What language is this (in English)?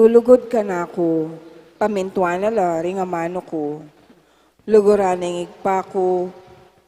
Pampanga